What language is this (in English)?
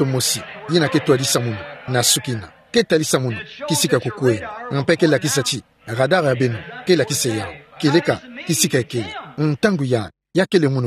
Kituba (Democratic Republic of Congo)